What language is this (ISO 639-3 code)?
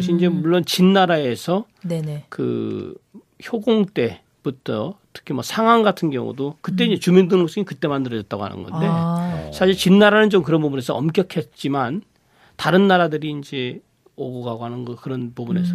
kor